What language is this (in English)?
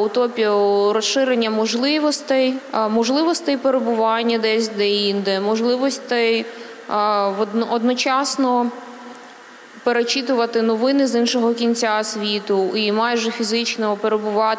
Ukrainian